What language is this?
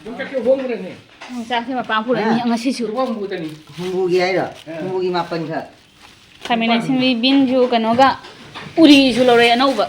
Manipuri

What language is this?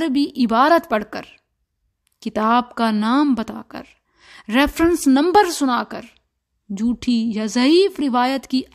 Urdu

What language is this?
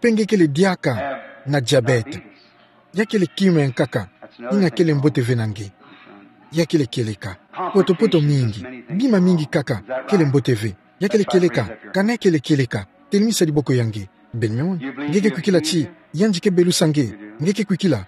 Kituba (Democratic Republic of Congo)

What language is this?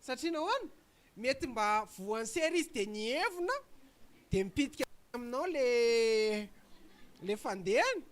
Malagasy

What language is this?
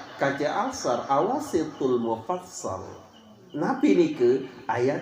Sasak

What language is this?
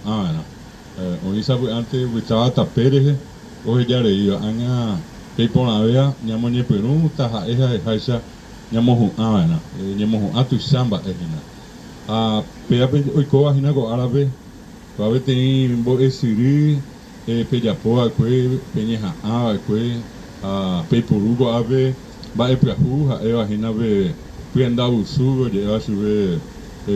Guarani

